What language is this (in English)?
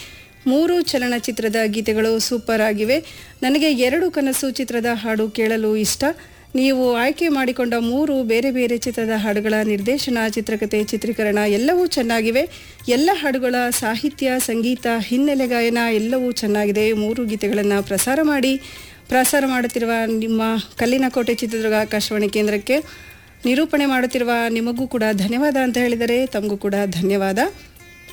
Kannada